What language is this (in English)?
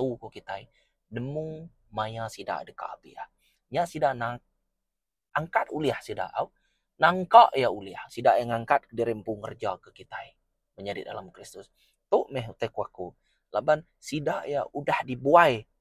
Iban